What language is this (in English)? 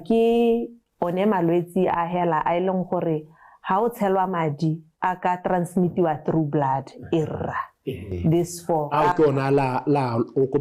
Tswana